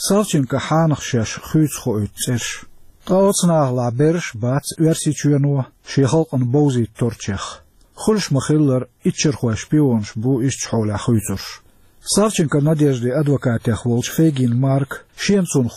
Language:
Chechen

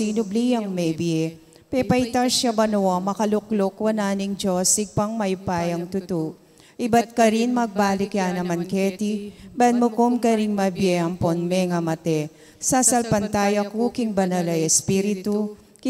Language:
Pampanga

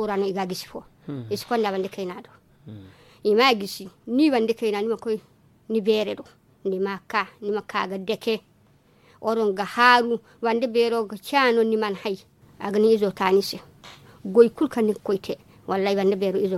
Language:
Zarma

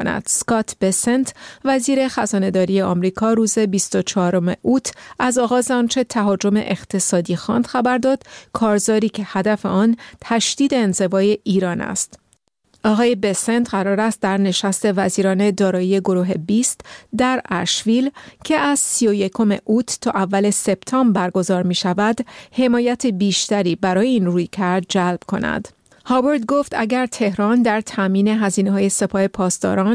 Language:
Persian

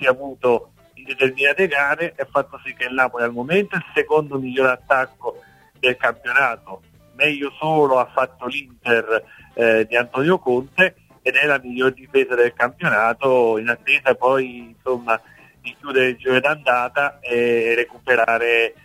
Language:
Italian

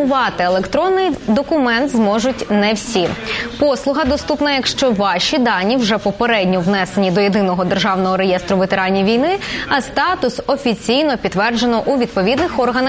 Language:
Ukrainian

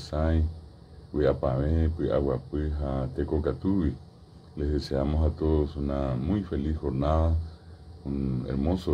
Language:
Guarani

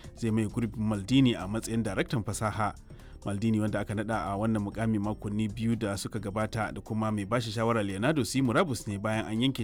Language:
Hausa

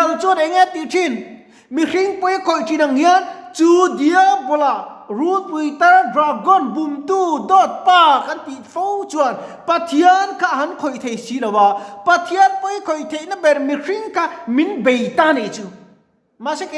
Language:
Mizo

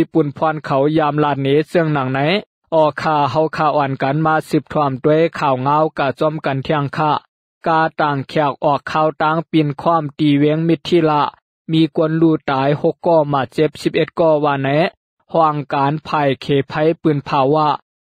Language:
Lao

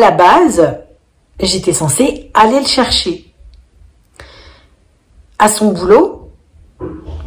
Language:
French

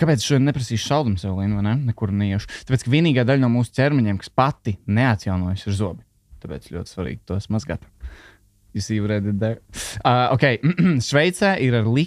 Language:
Latvian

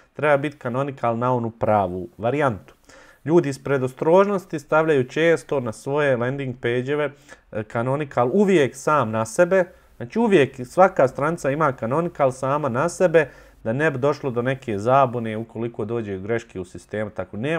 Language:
Bosnian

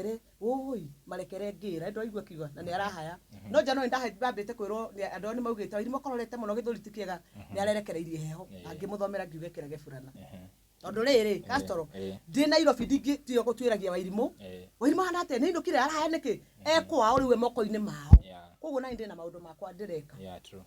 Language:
Kikuyu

